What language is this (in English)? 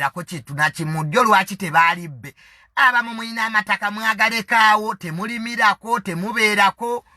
Ganda